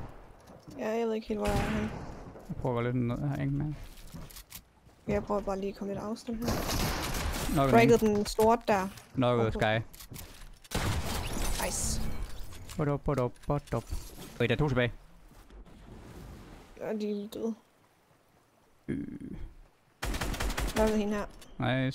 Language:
Danish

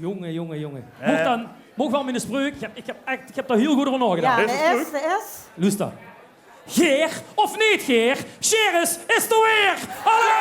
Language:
Limburgish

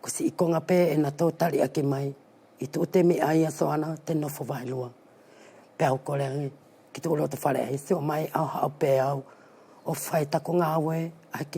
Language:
Wallisian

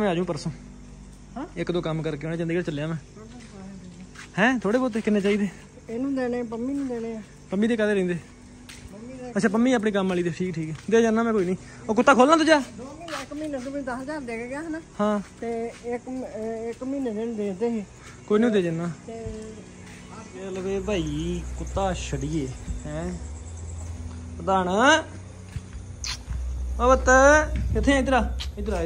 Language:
Punjabi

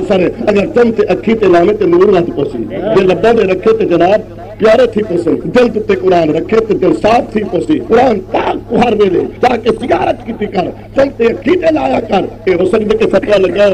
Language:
Saraiki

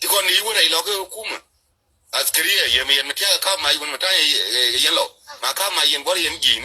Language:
Nuer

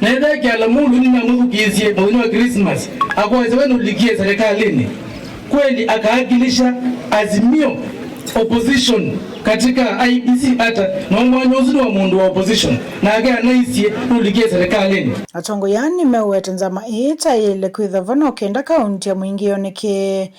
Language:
Kamba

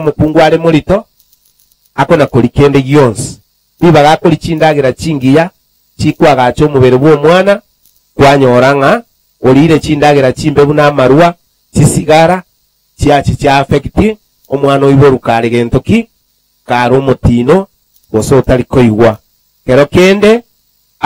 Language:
Gusii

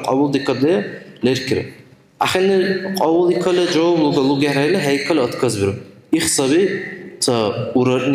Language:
Dargwa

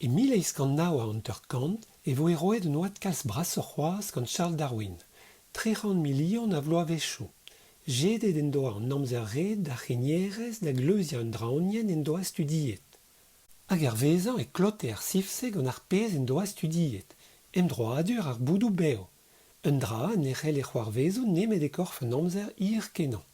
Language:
Breton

